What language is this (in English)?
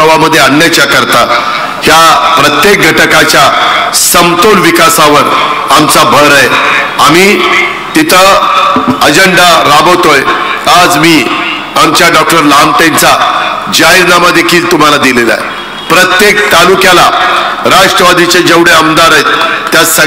Marathi